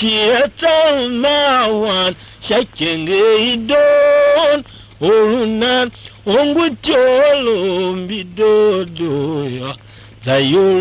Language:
Tiv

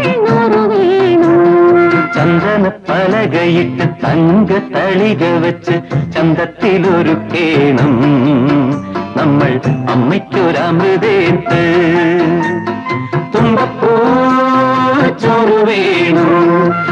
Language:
Malayalam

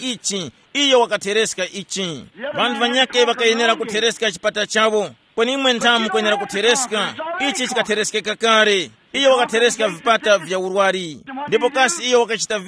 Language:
Tumbuka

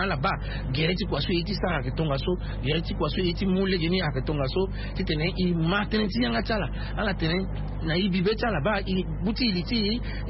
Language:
Sango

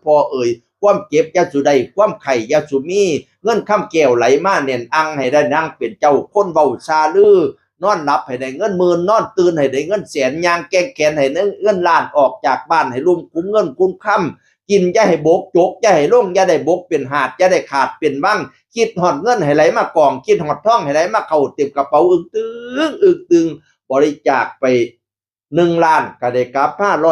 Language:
Northeastern Thai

